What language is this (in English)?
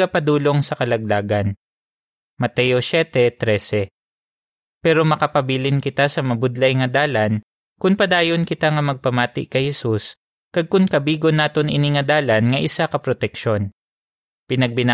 Hiligaynon